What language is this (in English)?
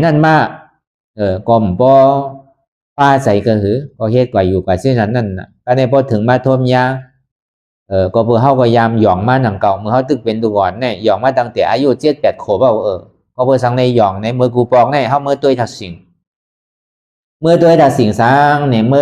Shan